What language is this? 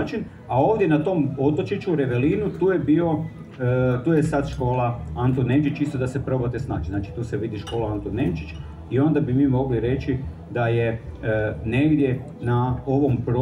Croatian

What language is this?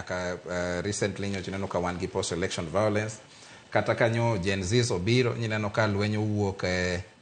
Luo (Kenya and Tanzania)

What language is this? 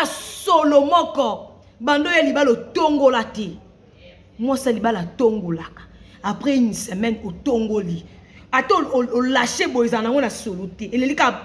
Lingala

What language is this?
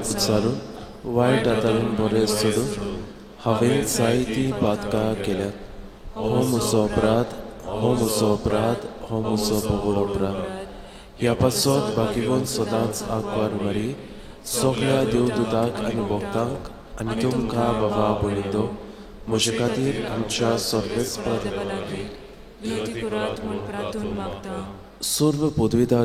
Konkani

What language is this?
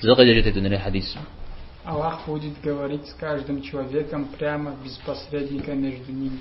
Kabardian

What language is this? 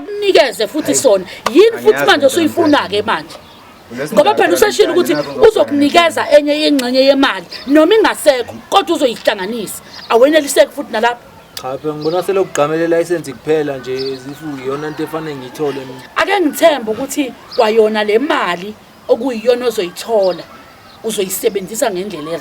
Zulu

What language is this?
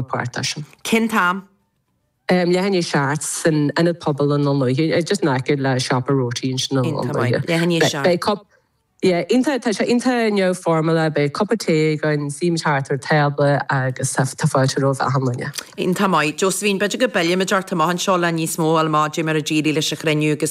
Irish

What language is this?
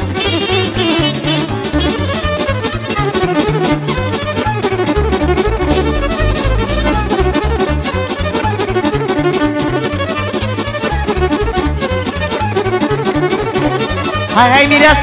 Romanian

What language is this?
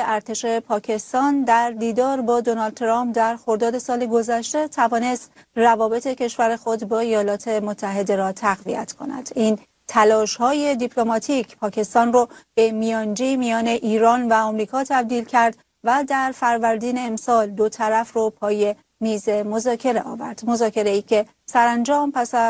Persian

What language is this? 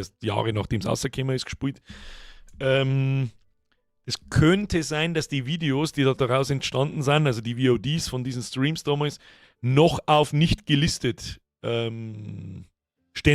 Bavarian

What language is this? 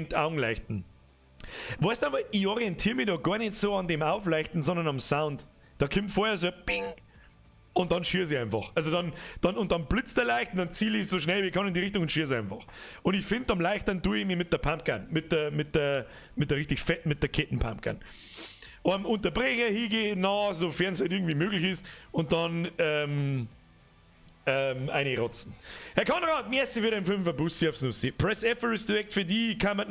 Bavarian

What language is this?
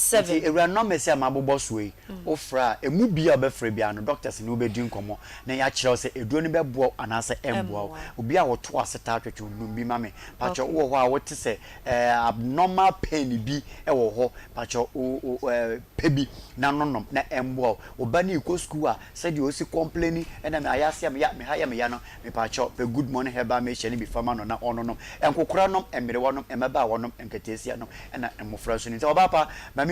Akan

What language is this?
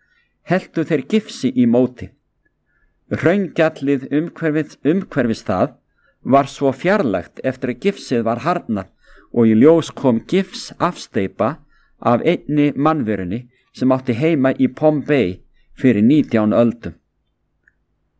Icelandic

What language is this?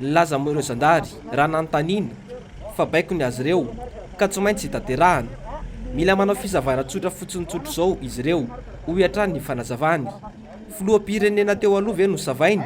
Malagasy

